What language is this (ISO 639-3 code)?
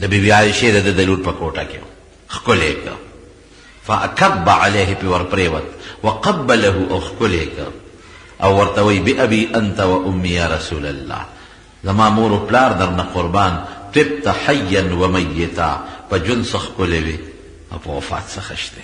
pus